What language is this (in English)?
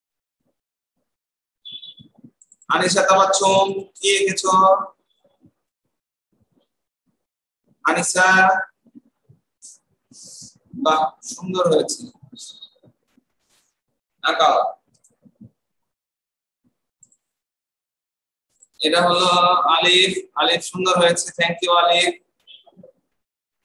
Bangla